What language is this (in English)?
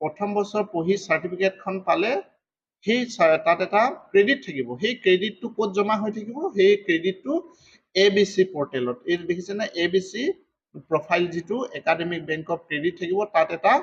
Assamese